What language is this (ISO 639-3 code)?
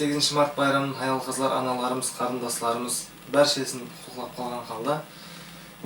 kaa